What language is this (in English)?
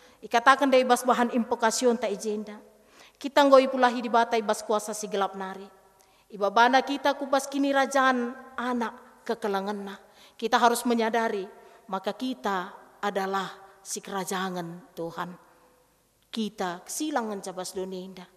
Batak Karo